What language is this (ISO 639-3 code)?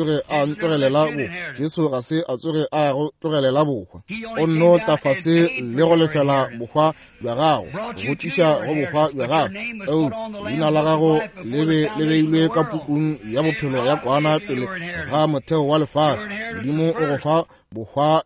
nso